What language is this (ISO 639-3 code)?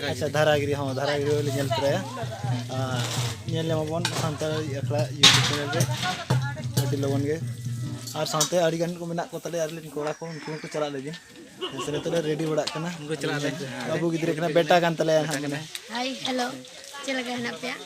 sat